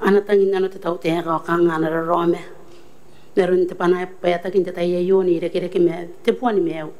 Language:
Gilbertese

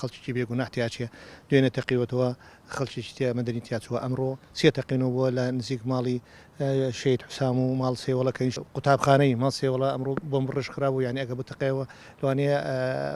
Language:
Central Kurdish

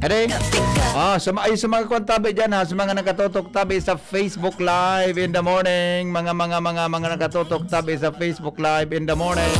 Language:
Bikol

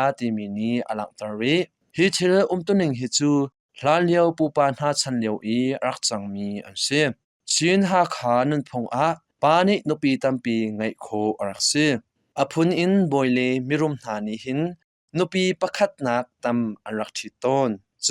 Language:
Hakha Chin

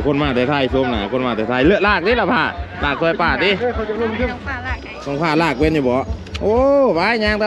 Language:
Lao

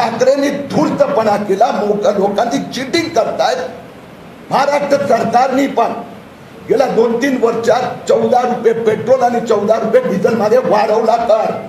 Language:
Marathi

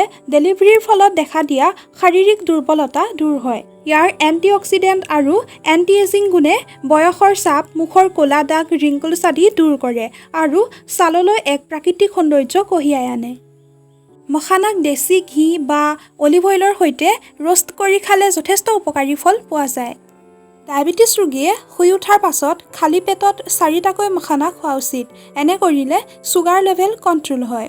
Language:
Assamese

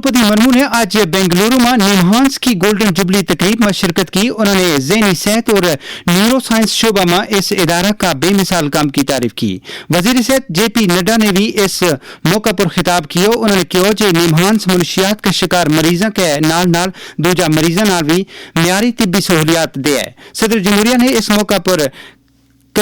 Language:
Gujari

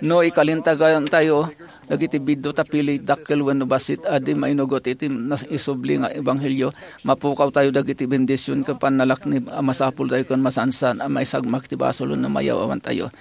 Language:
Iloko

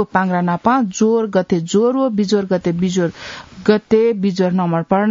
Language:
Newari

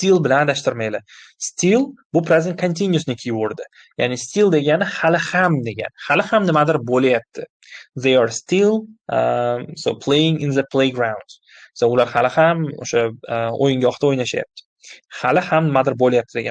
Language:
Uzbek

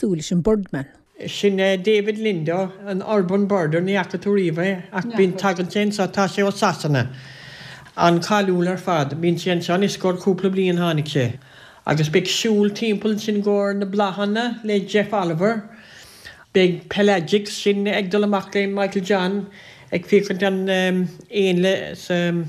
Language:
Irish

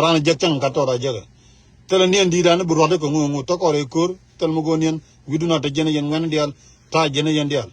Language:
Nuer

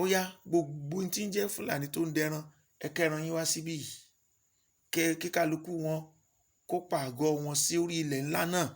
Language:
Yoruba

